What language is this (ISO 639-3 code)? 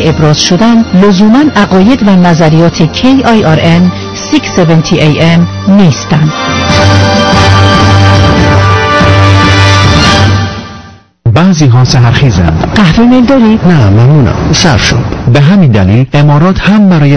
fas